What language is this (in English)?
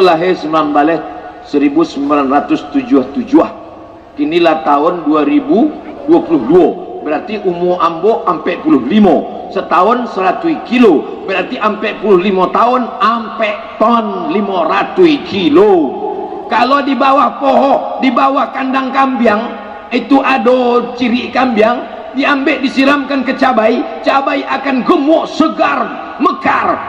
Minangkabau